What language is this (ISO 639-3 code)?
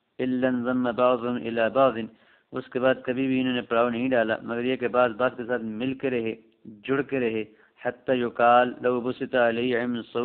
urd